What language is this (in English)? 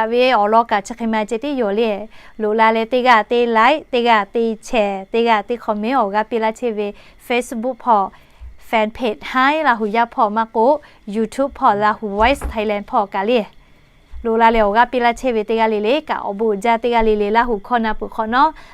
Lahu